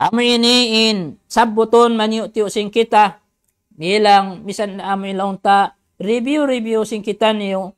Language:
Tausug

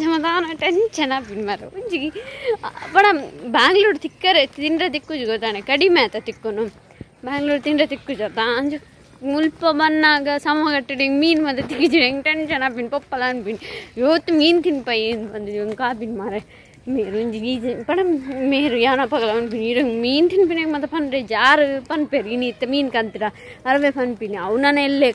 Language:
Tulu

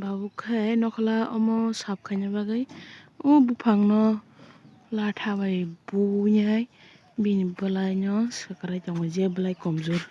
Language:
Kok Borok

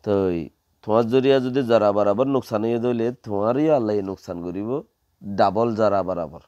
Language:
Rohingya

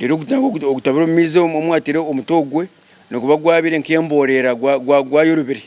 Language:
Nyankole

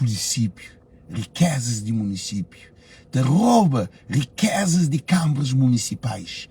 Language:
Kabuverdianu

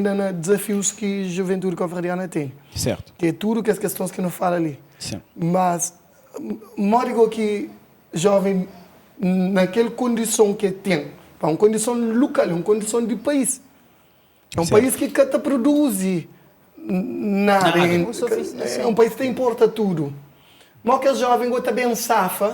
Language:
Kabuverdianu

